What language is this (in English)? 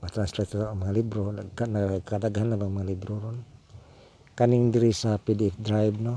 Cebuano